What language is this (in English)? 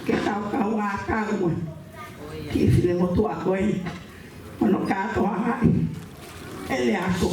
Tongan